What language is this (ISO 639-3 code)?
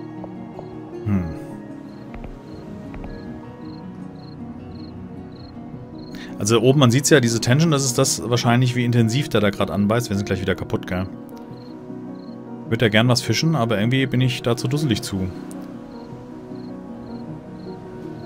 deu